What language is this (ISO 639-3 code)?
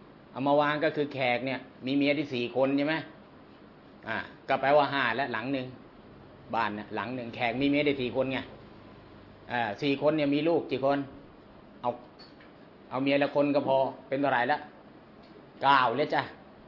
tha